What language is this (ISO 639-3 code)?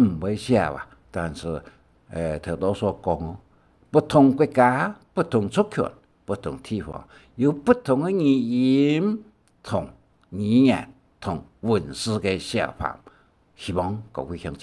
hak